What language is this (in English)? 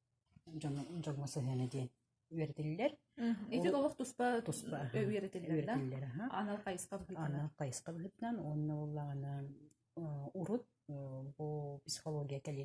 Yakut